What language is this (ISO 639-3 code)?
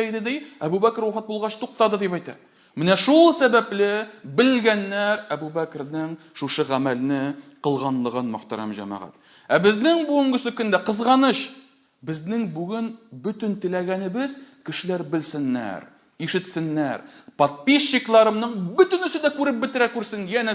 tat